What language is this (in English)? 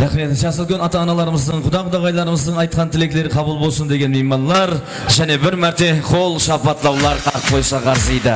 Kara-Kalpak